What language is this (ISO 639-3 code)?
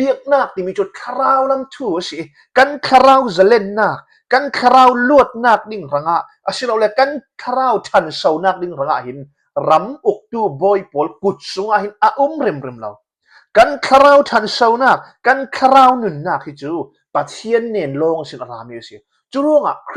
cfm